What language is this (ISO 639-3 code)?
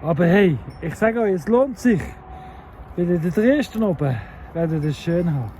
gsw